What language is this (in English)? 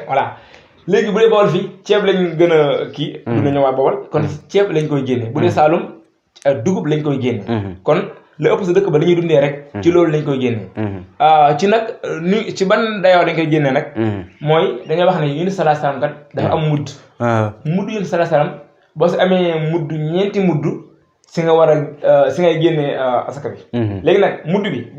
Wolof